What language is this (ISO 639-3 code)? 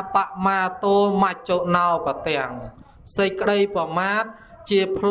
khm